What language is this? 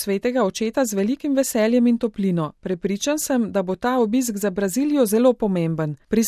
Slovenian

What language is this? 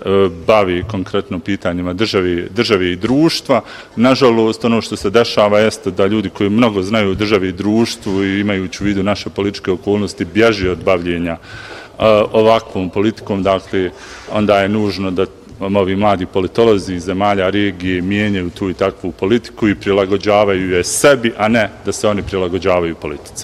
Bosnian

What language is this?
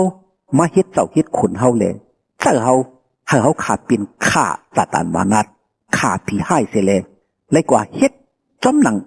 Shan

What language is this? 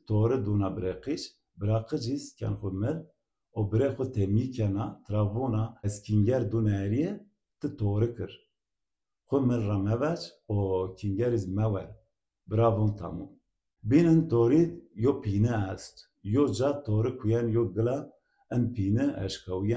Zaza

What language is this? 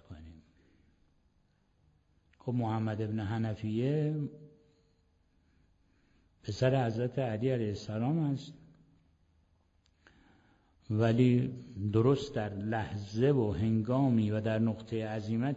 Persian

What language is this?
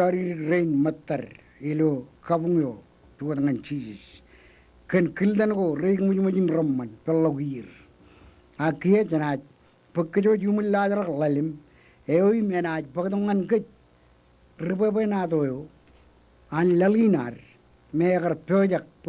Marshallese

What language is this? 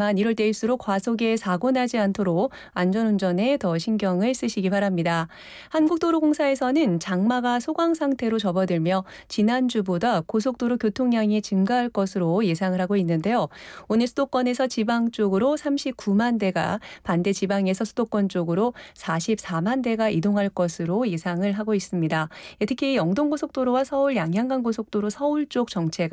Korean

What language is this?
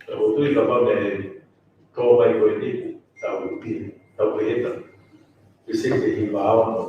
Tongan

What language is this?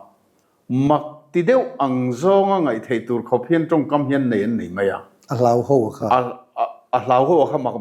Mizo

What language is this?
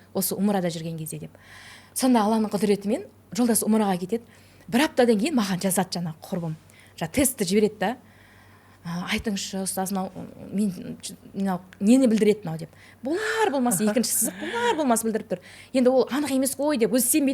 Kazakh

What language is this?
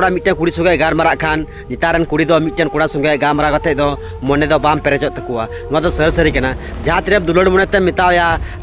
Santali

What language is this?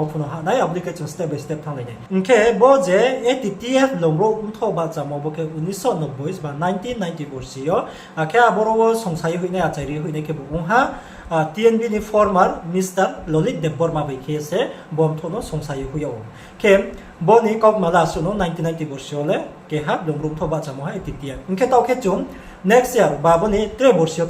Riang (India)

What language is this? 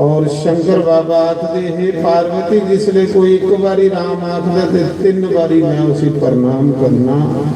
Dogri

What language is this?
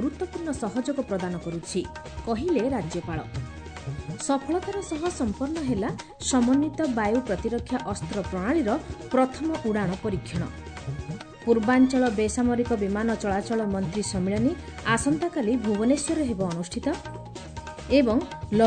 Odia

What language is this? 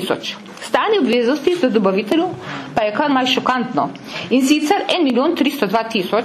Slovenian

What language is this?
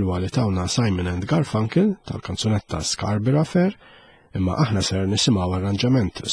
Maltese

